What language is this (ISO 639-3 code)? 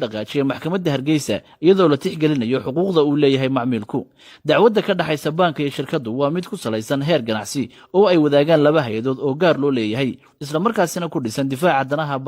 som